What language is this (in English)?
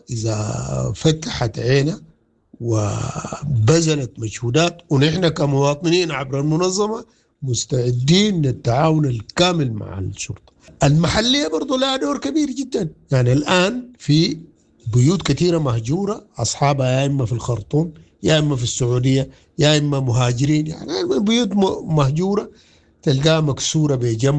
Sudanese Arabic